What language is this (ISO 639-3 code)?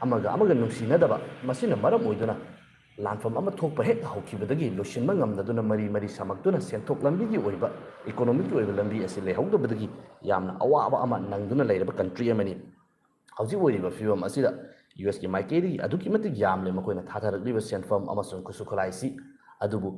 mni